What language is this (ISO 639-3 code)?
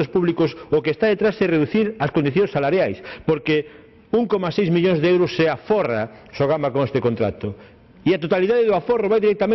glg